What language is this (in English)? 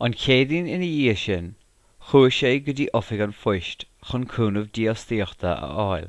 Irish